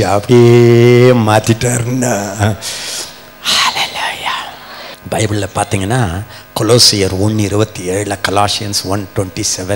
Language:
Tamil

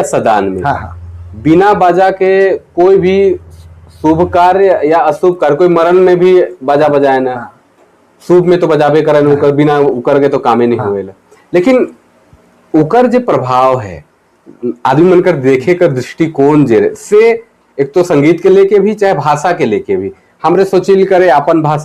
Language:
Sadri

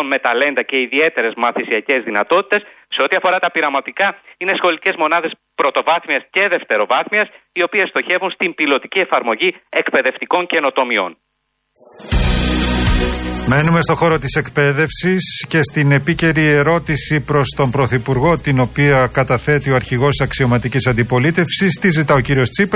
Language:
Greek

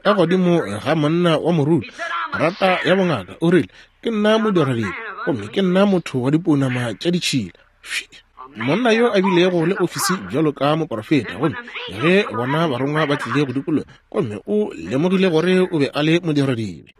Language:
Northern Sotho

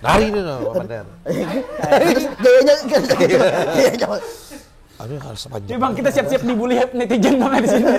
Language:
Banjar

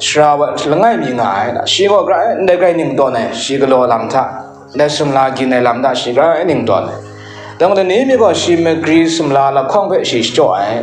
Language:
Kachin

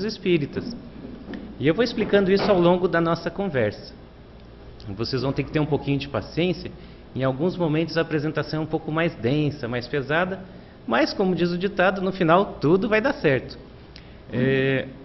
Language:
Portuguese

